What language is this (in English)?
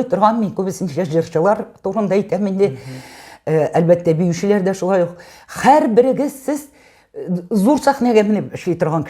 Tatar